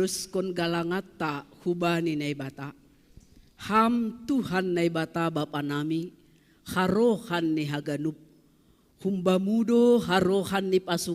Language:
Batak Simalungun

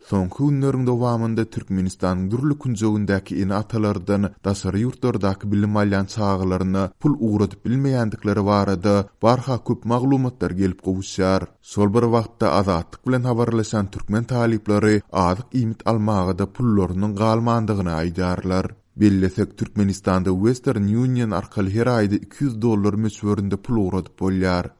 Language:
Turkmen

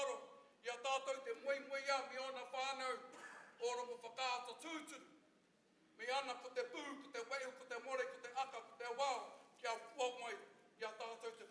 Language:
Māori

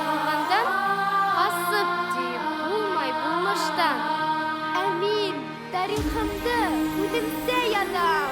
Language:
Bashkir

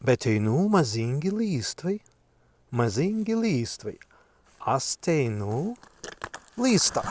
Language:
Prussian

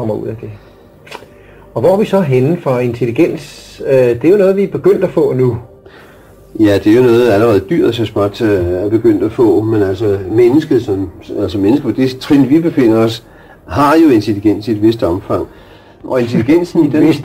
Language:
Danish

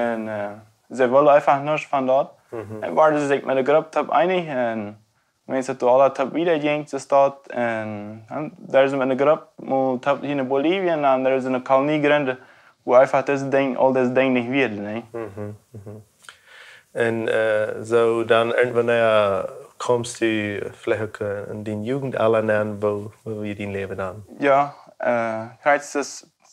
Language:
Plautdietsch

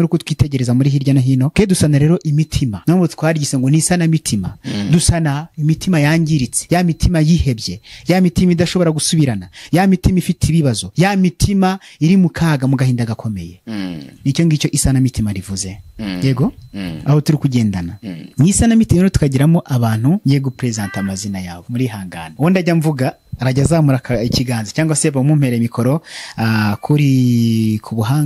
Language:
Kinyarwanda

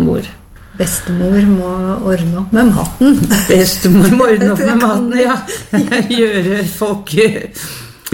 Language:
Norwegian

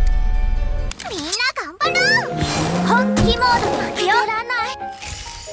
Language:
Japanese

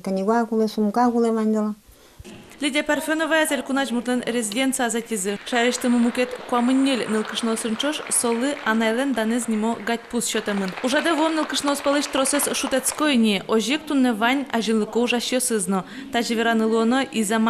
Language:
Udmurt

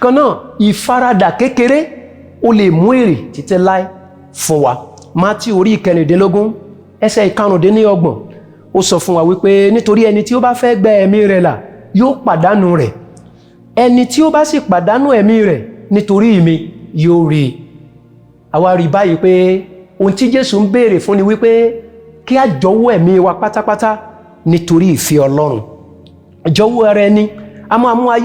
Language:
Yoruba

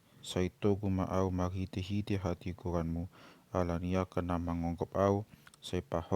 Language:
Batak Toba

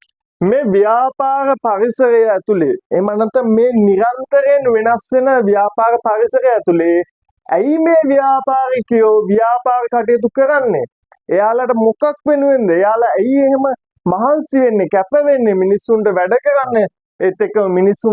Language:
Sinhala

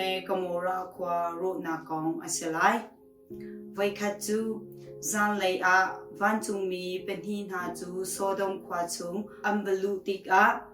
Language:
Hakha Chin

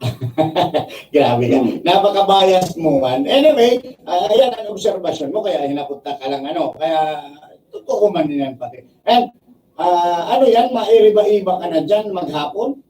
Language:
Bikol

